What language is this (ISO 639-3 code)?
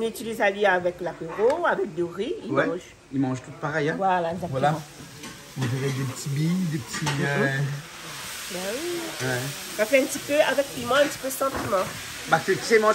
rcf